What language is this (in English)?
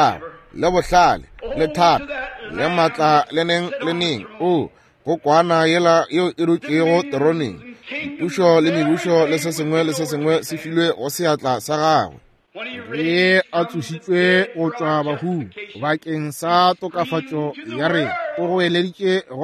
Northern Sotho